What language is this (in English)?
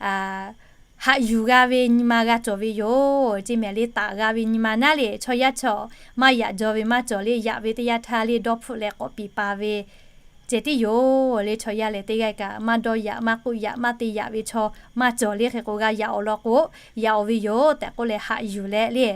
Lahu